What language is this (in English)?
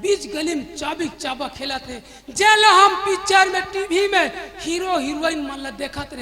Chhattisgarhi